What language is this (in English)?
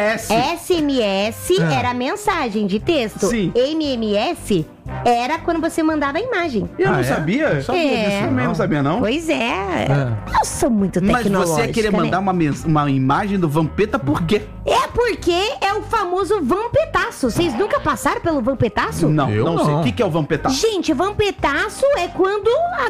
Portuguese